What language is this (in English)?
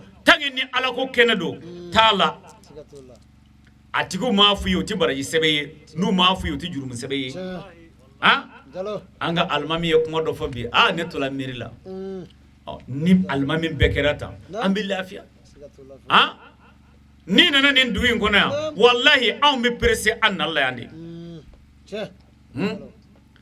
Bambara